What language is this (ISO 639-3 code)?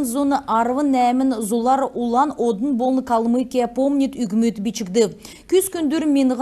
xal